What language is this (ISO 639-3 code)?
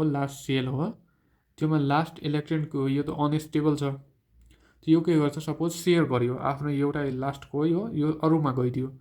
nep